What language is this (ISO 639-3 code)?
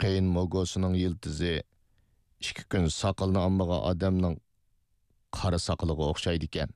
uig